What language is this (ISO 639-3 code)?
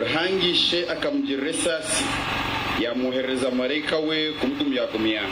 nyn